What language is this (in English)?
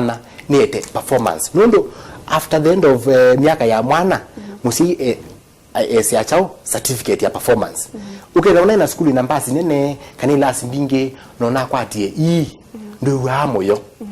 Kamba